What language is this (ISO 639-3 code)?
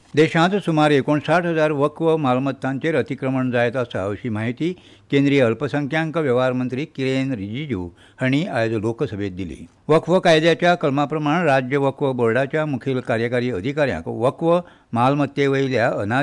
kok